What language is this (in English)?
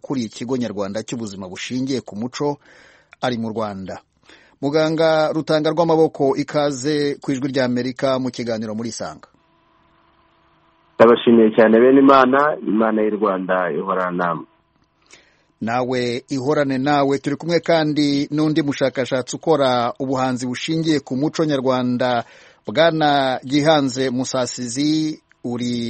Kinyarwanda